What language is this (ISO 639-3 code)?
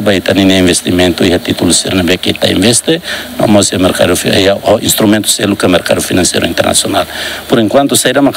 tet